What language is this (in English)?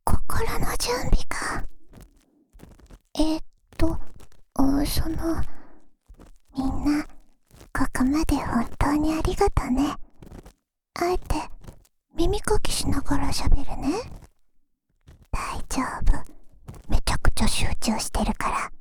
Japanese